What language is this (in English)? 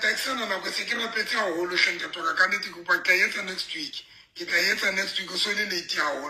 Southern Sotho